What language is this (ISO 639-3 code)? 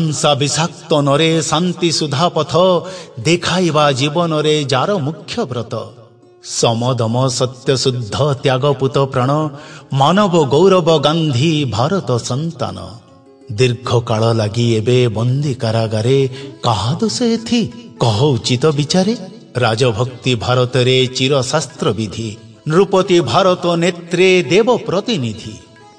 ori